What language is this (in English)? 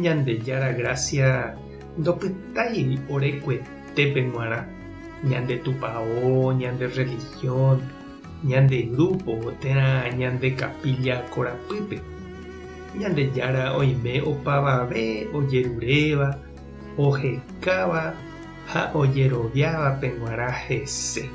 Guarani